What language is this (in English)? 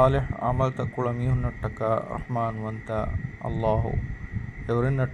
Divehi